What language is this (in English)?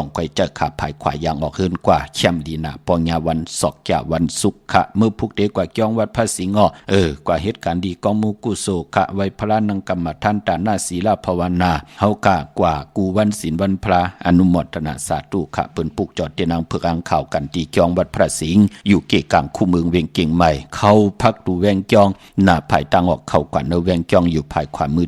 Shan